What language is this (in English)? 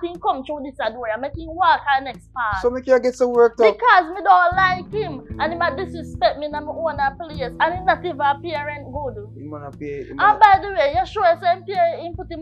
Jamaican Creole English